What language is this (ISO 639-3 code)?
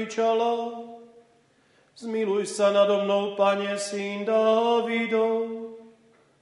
slk